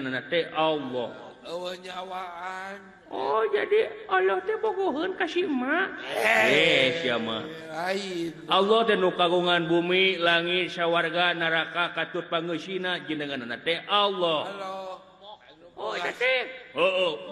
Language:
Sundanese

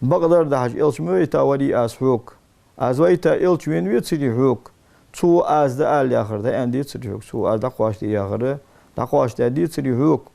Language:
Ingush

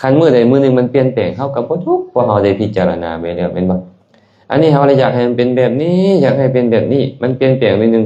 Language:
Lao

